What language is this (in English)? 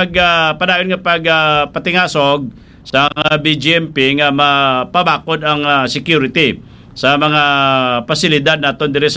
Hiligaynon